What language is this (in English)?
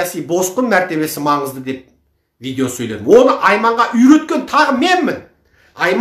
Kazakh